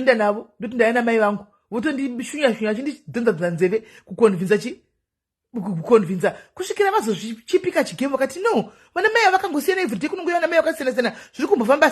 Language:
Shona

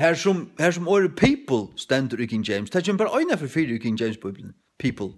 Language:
Faroese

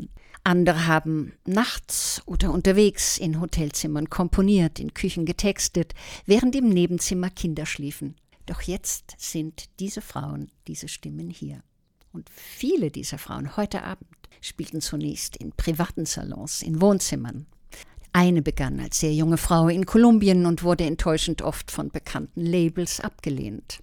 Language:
German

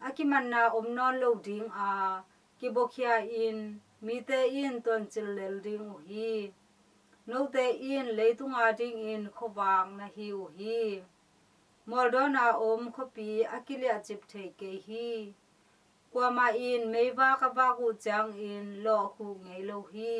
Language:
Tedim Chin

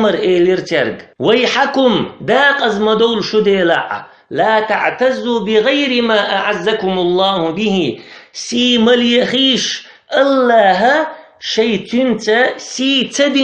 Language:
Chechen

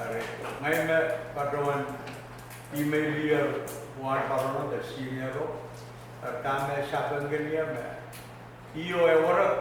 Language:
Pohnpeian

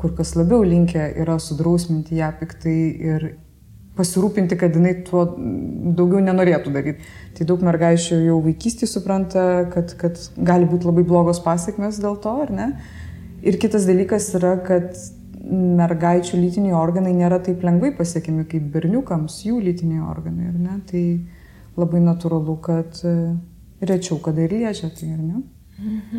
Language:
Lithuanian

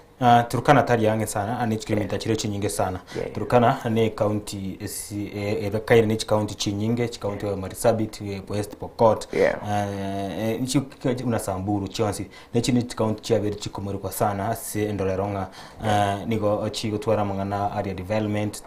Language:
Gusii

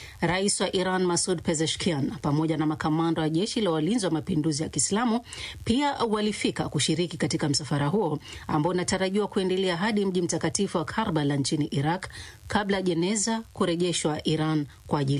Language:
Swahili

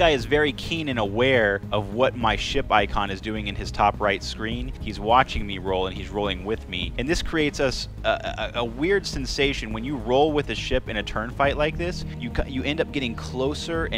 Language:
English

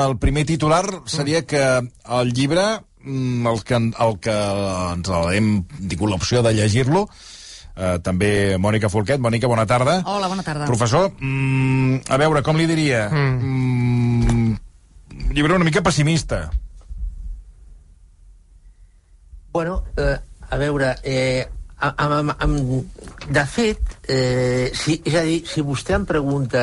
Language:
Catalan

